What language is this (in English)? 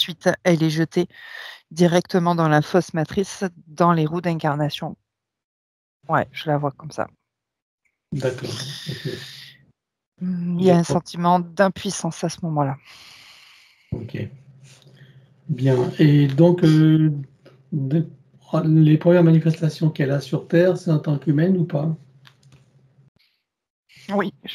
French